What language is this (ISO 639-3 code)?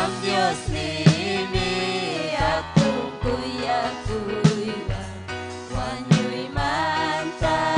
quy